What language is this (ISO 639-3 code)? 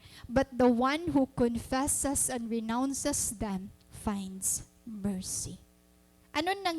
war